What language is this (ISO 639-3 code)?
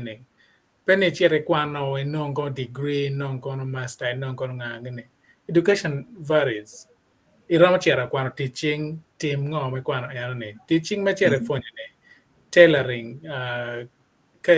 ach